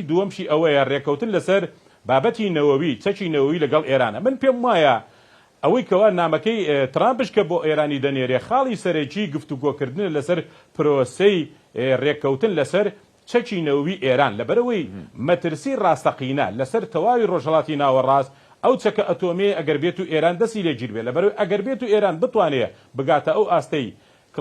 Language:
Central Kurdish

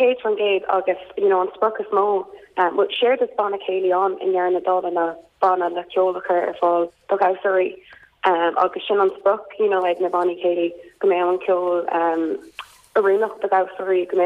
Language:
Irish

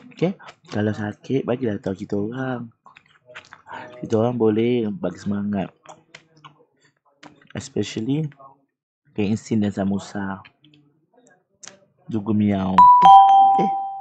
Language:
Malay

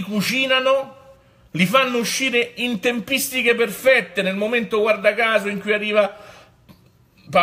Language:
Italian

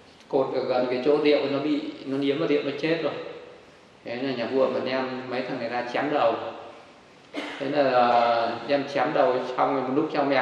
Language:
Vietnamese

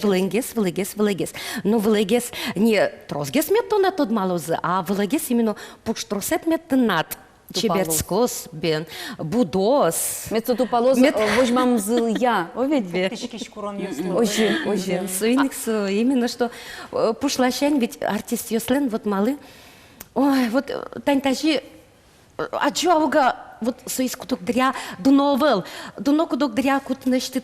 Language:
Udmurt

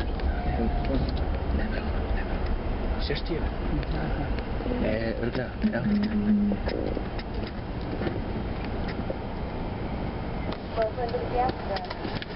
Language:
Icelandic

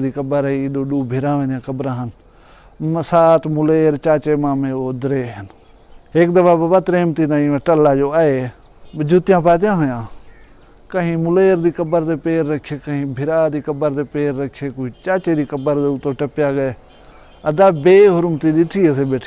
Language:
Saraiki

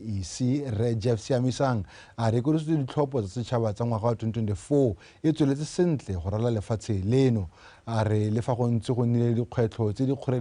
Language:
Tswana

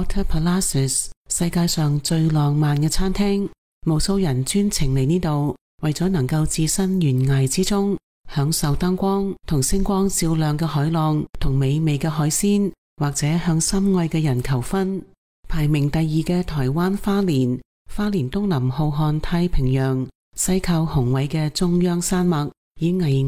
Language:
Cantonese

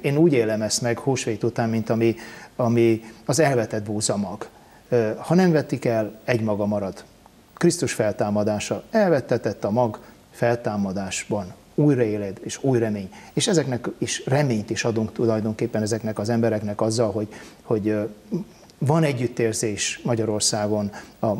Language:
Hungarian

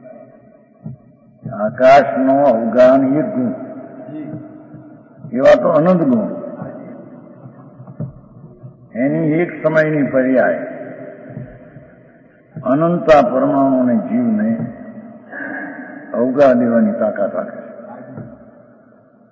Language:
Gujarati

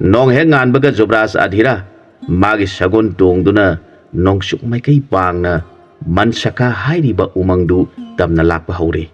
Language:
Manipuri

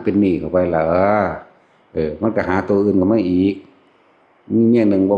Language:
Northeastern Thai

